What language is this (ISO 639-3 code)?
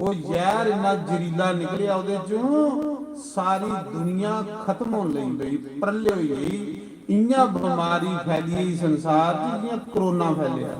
doi